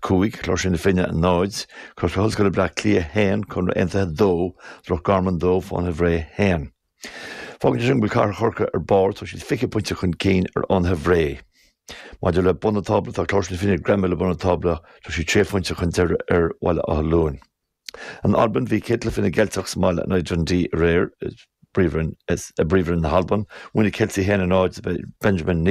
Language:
Irish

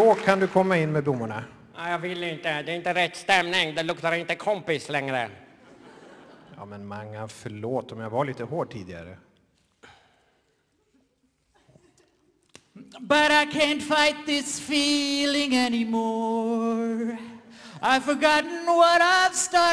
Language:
Swedish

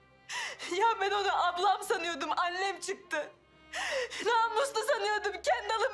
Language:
Turkish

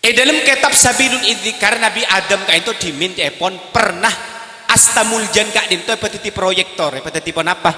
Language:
Madurese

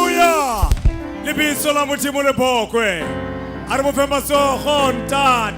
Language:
Tswana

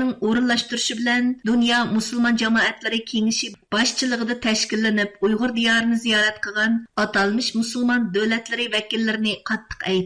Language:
Uyghur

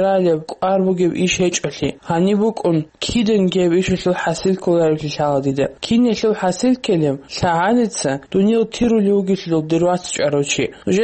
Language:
Avaric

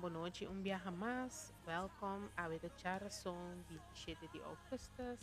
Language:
Papiamento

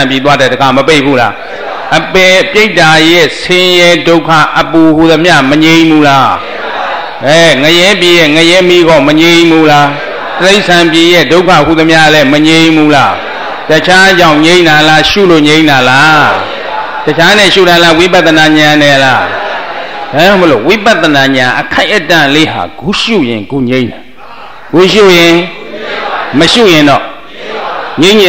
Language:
Burmese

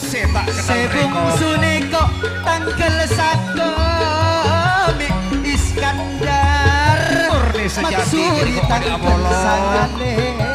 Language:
Madurese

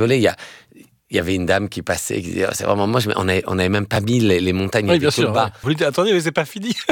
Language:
French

